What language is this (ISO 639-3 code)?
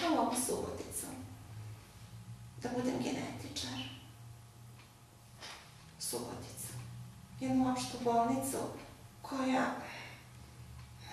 srp